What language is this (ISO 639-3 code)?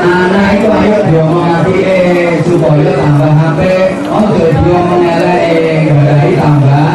jav